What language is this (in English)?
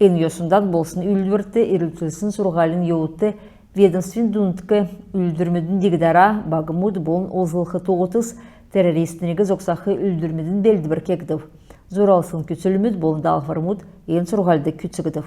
Kalmyk